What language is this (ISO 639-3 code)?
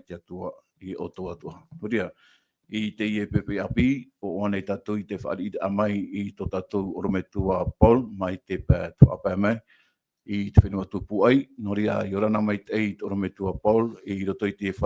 tah